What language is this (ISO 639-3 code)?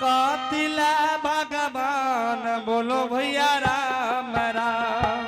anp